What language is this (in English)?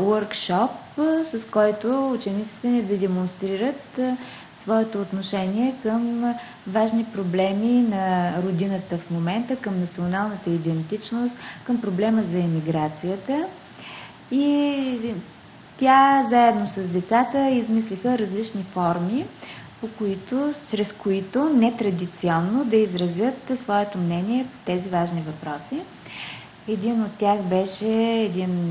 Bulgarian